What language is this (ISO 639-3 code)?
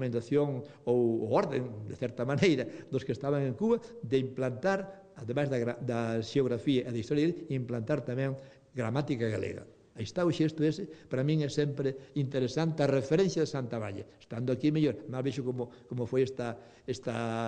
glg